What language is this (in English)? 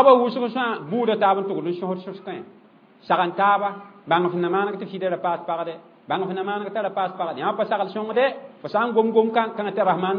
Mossi